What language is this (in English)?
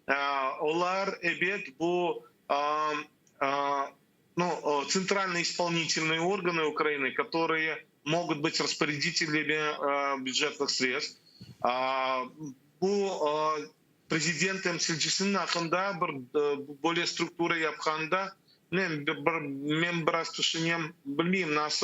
Crimean Tatar